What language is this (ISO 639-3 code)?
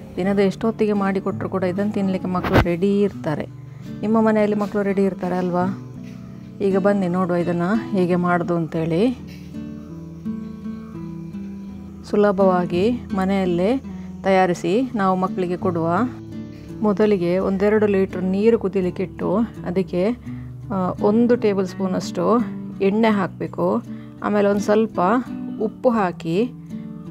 kan